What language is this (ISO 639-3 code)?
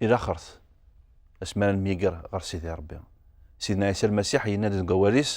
kab